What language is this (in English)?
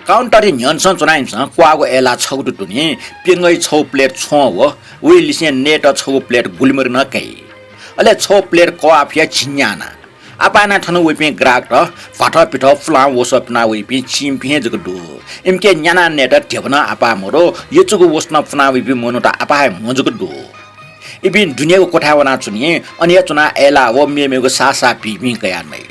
Newari